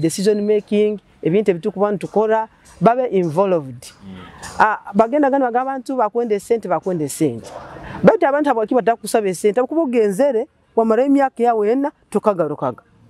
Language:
Nyoro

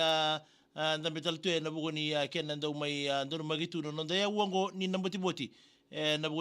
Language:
Fijian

